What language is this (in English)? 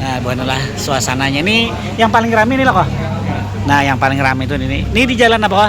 Banjar